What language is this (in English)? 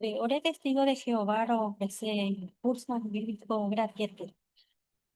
Guarani